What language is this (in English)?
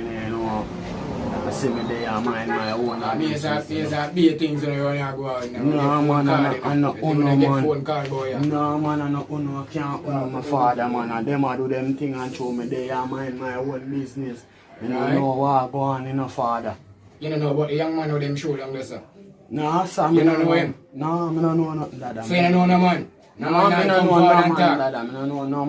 Jamaican Creole English